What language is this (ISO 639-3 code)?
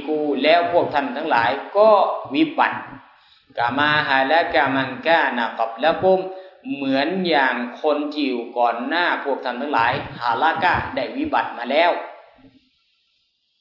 tha